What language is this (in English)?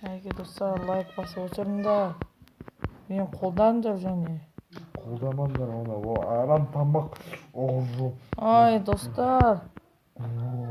Kazakh